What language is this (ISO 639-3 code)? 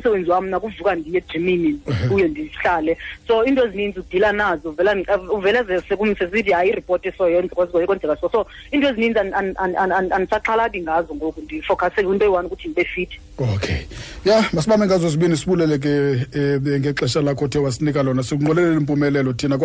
xho